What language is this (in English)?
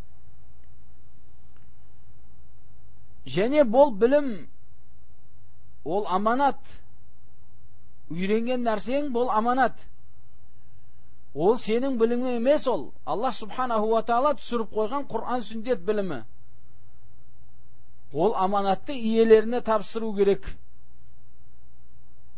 Kazakh